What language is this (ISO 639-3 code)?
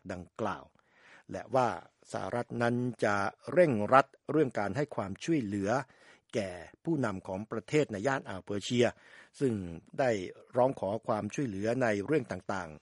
tha